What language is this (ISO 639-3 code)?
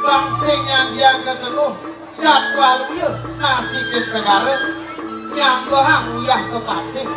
ban